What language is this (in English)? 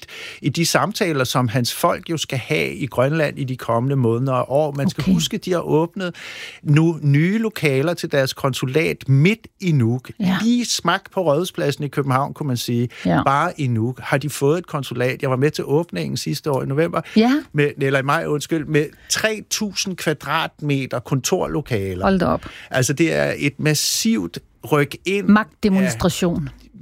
Danish